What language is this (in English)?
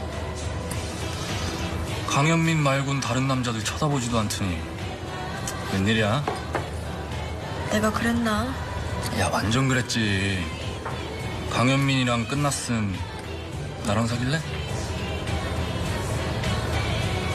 Korean